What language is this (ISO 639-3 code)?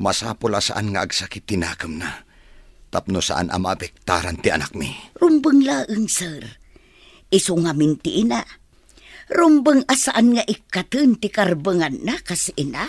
ilo